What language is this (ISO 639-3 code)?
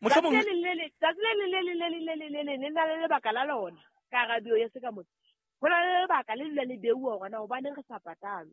sot